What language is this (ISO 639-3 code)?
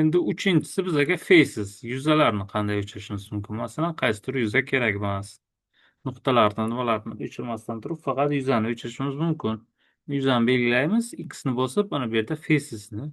uzb